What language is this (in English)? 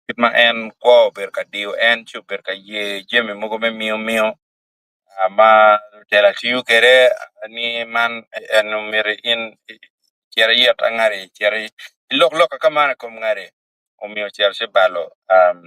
Acoli